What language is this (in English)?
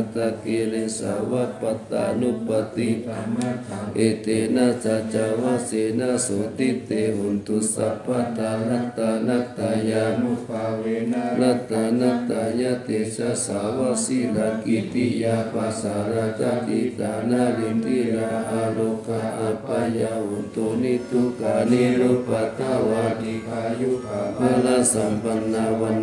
Pali